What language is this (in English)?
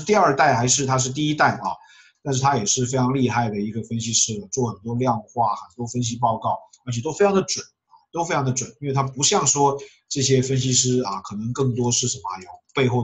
Chinese